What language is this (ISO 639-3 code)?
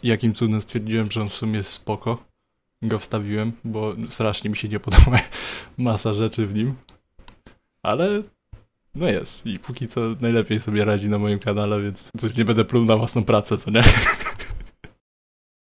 pol